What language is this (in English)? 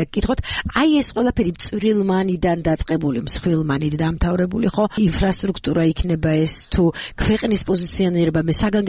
Georgian